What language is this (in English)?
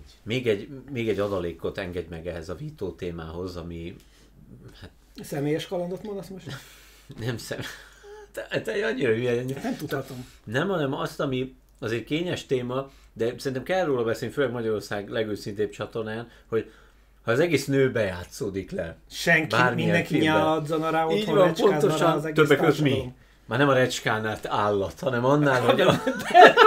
Hungarian